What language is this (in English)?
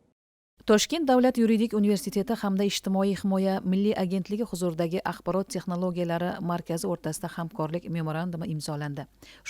Uzbek